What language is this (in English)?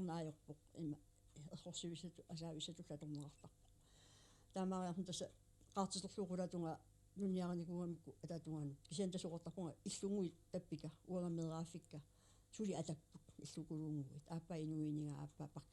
Kalaallisut